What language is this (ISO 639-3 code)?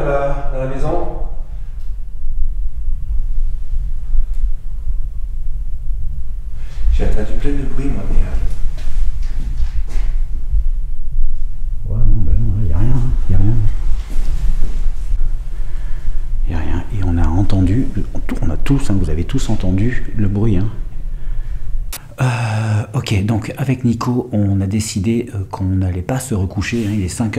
fra